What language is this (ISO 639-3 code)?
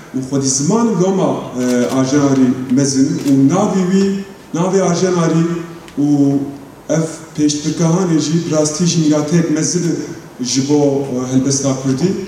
kur